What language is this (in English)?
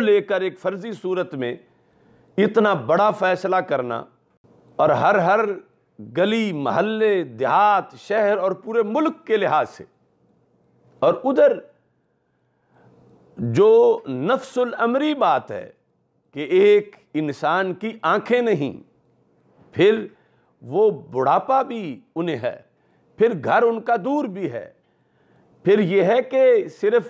Urdu